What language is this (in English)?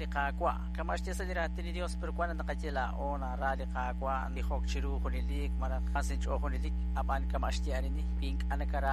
Kekchí